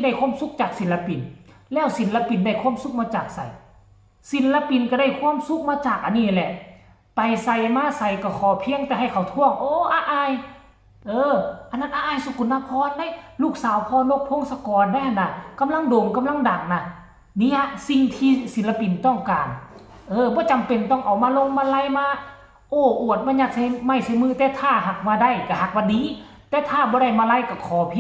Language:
Northeastern Thai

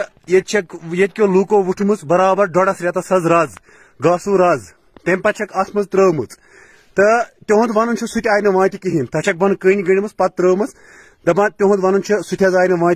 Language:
Kashmiri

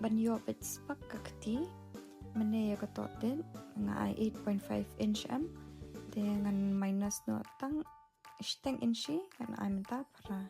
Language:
Khasi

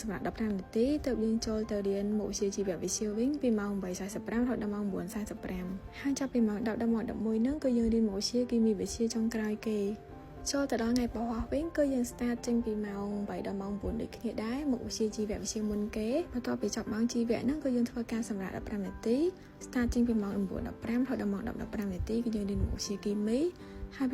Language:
Khmer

